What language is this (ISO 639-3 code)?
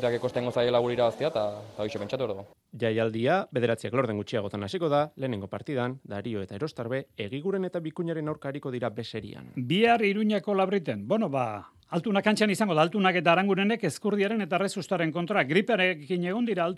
eus